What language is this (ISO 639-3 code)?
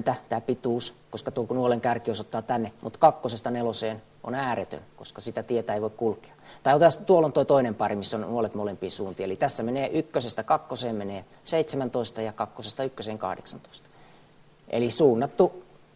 fin